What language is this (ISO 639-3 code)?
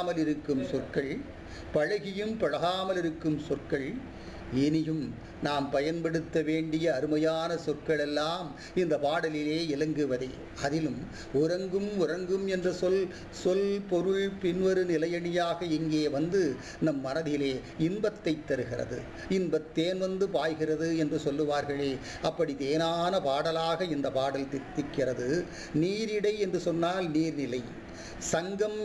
tam